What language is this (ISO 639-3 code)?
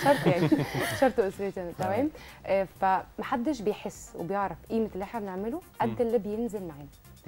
arz